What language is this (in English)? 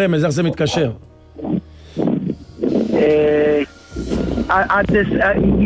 Hebrew